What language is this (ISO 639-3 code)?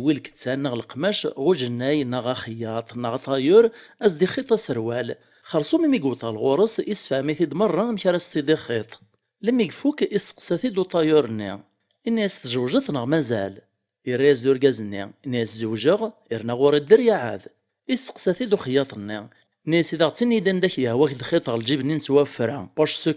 kab